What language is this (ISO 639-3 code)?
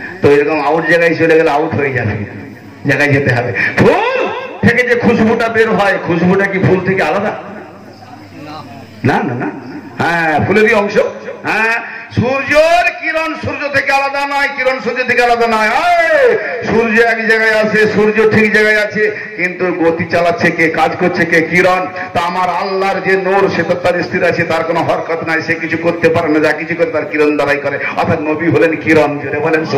ben